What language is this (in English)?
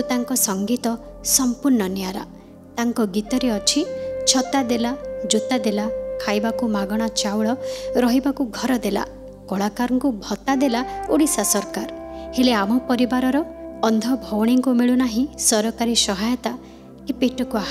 Odia